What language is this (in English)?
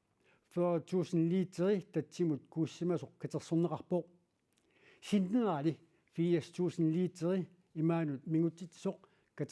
Kalaallisut